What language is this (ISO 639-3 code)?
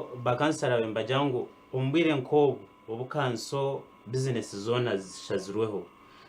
nyn